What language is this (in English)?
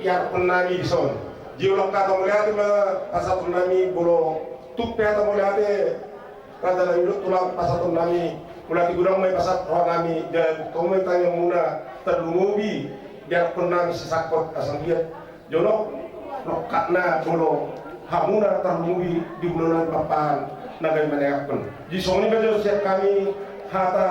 Batak Toba